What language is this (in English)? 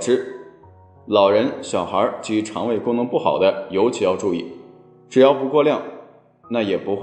Chinese